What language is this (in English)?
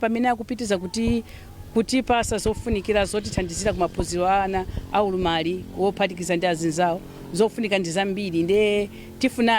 Nyanja